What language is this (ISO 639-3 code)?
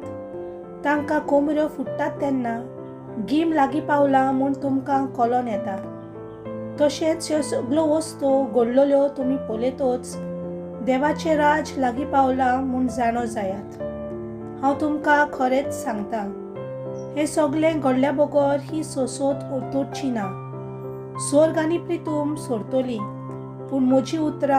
kok